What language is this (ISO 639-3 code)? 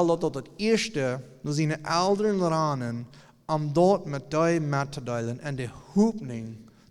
pdt